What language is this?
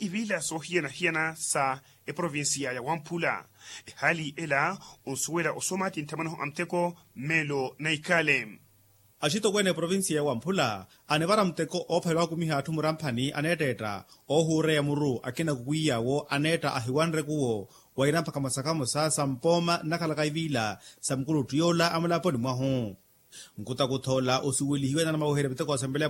Makhuwa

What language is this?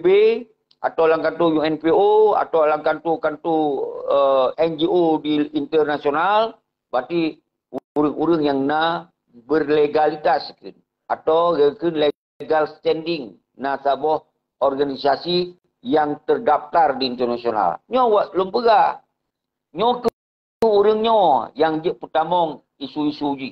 Achinese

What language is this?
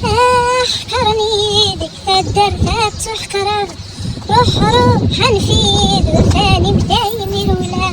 Kabyle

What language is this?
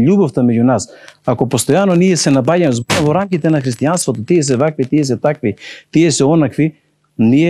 Macedonian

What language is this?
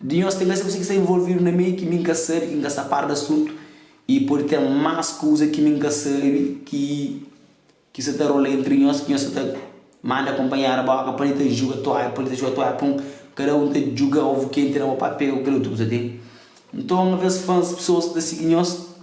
Kabuverdianu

